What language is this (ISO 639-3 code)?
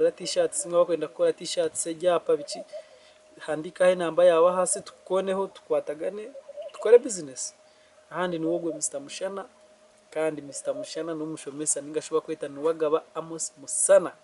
nyn